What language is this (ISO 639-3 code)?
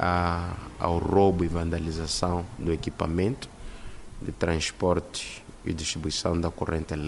tso